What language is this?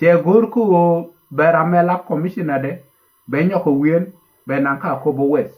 Nuer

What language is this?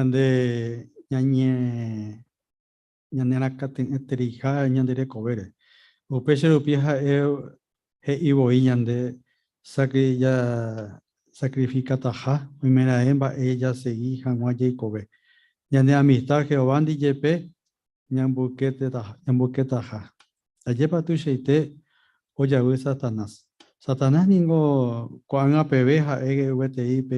Guarani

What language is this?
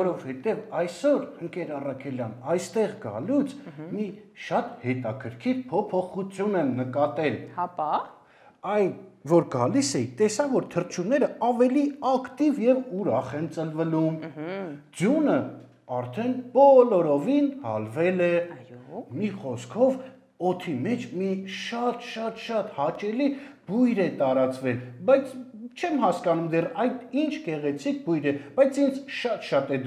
Armenian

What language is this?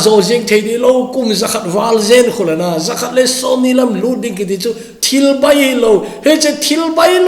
Thado Chin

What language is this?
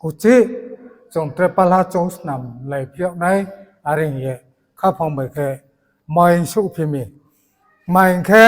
Riang (India)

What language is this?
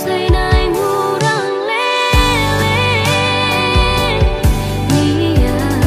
Batak Toba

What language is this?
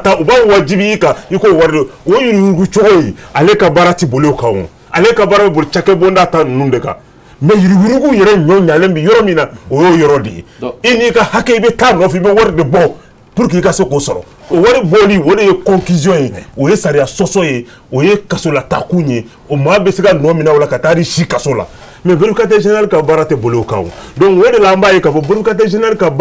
Bambara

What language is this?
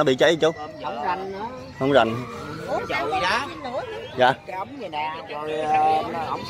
Vietnamese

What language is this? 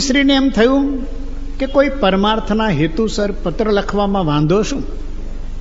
Gujarati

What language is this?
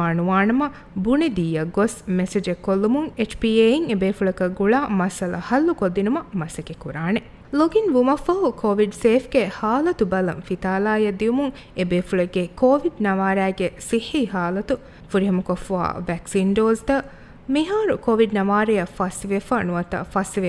Divehi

